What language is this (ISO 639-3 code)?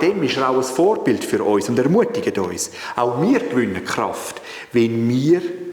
gsw